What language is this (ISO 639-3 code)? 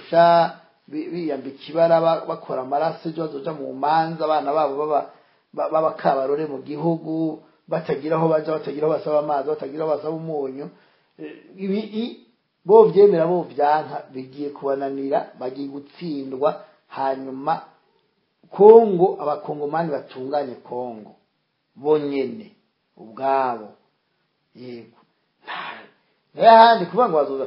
run